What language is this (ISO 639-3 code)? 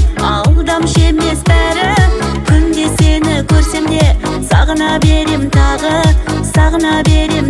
kaz